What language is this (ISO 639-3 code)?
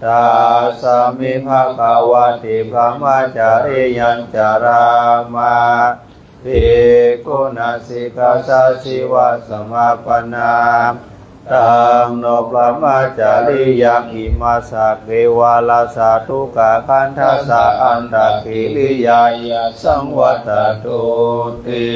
pli